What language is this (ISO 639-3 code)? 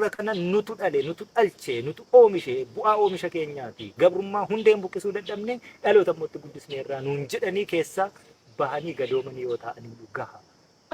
orm